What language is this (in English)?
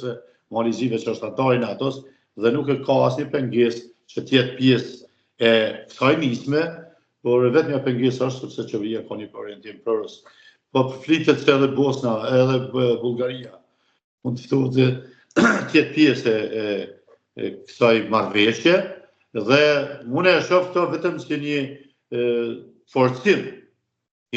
Albanian